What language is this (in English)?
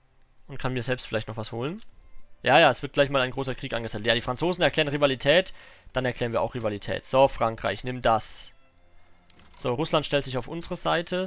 German